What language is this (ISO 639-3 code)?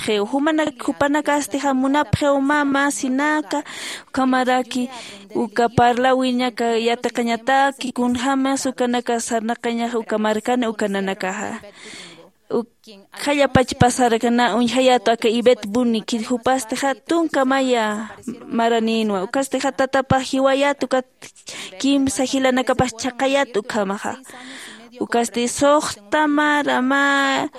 aym